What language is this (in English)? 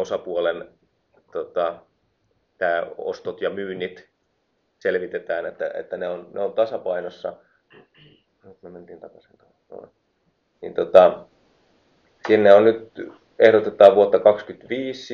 Finnish